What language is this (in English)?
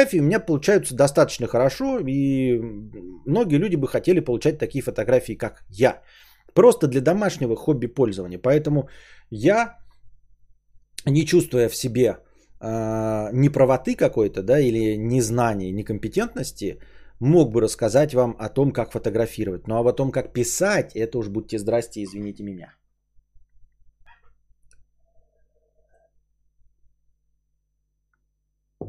Russian